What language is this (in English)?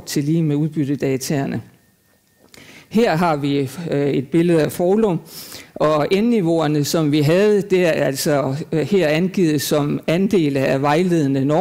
Danish